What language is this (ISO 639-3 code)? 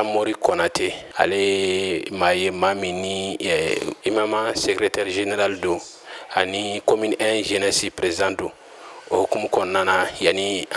bam